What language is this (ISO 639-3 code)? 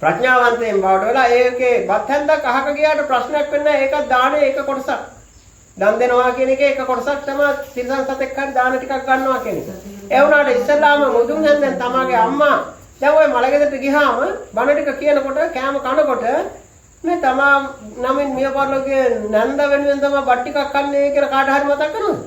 sin